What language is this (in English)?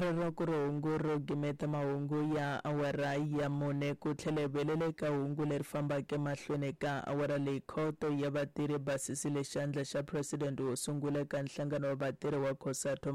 Tsonga